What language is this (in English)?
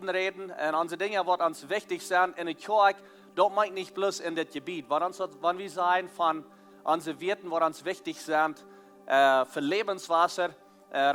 Plautdietsch